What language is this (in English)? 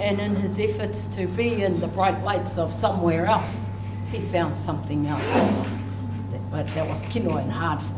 Māori